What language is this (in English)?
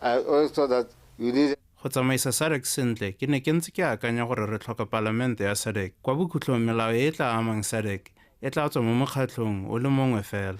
Tswana